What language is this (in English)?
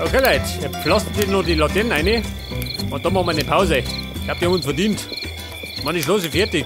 Bavarian